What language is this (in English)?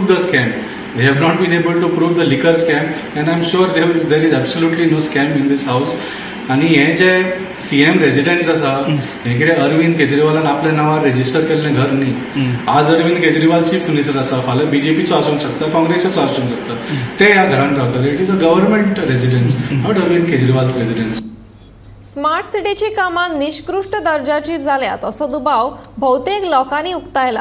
Konkani